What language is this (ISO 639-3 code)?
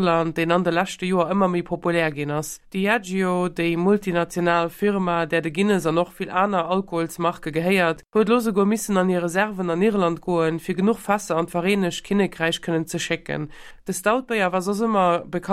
ltz